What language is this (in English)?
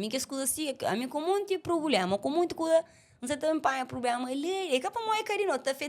Kabuverdianu